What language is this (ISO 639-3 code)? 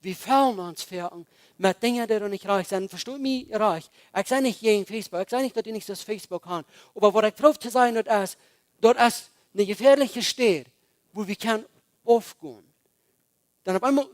pdt